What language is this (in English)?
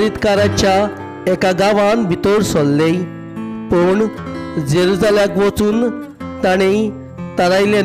Konkani